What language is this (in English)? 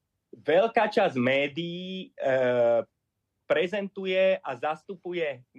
Slovak